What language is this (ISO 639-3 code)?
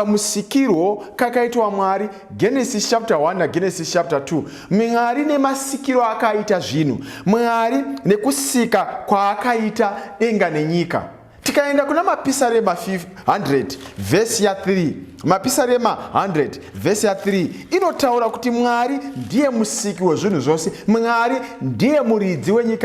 sna